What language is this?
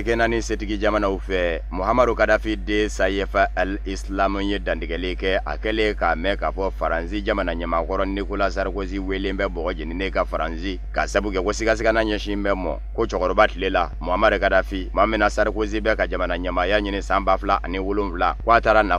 Bambara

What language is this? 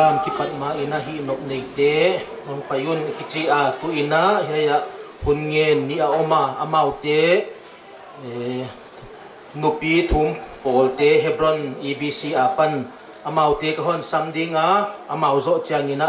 Paite Chin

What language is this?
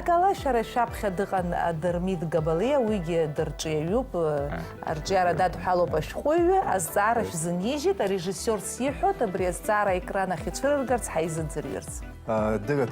Abkhazian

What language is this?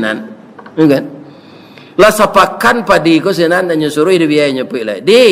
Minangkabau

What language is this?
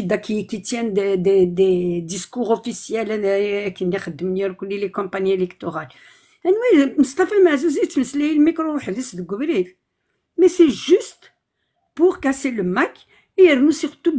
Kabyle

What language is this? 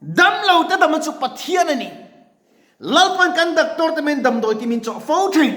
Mizo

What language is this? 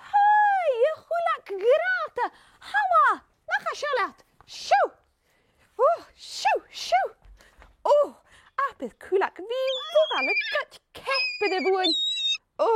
Scottish Gaelic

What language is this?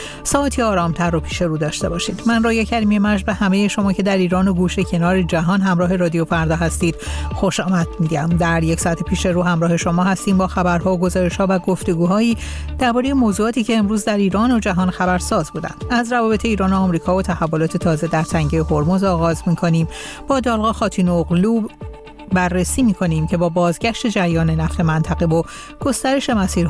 Persian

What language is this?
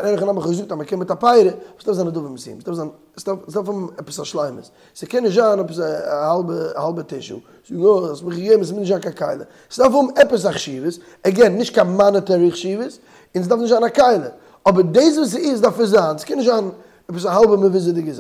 Yiddish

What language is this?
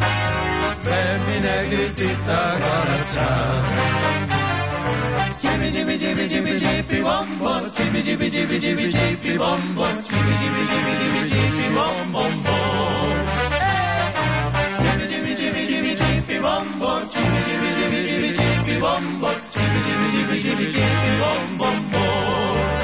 Spanish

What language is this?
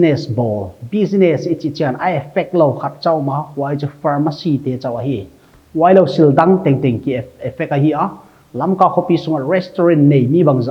Paite Chin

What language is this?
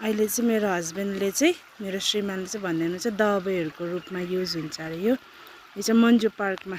Nepali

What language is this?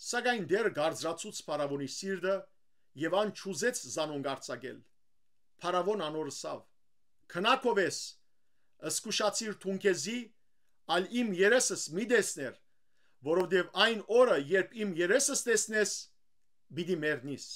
Western Armenian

